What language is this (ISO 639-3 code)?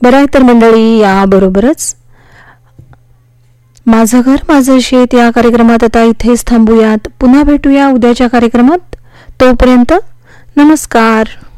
mar